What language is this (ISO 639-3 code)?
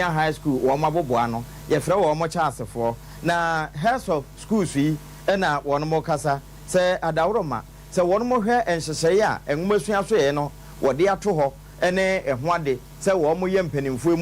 aka